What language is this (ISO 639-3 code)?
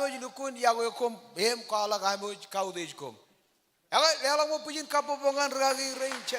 mah